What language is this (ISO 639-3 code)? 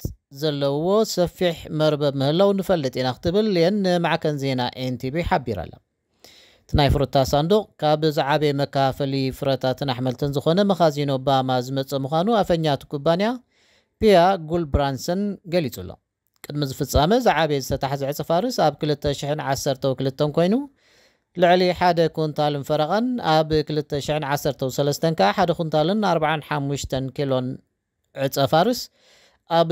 tir